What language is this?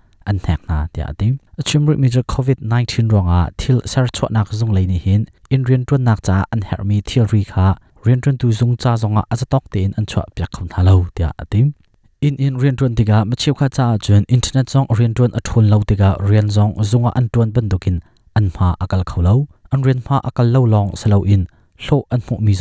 Hakha Chin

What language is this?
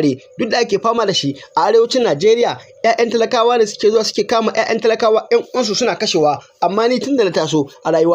Hausa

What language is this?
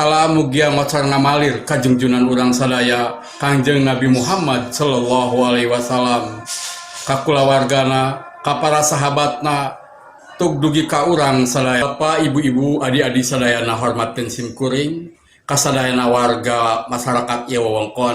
Sundanese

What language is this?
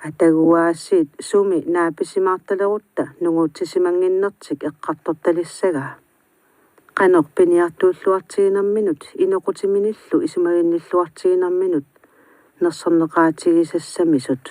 Kalaallisut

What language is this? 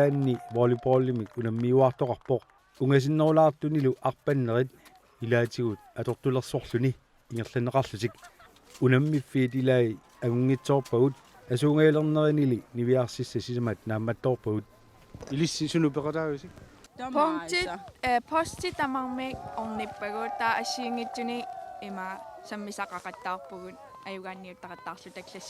Kalaallisut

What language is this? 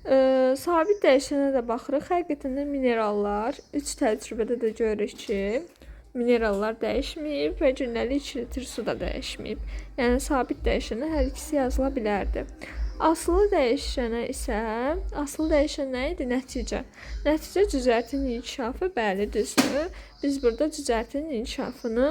Azerbaijani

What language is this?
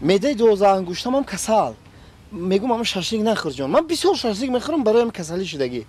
Tajik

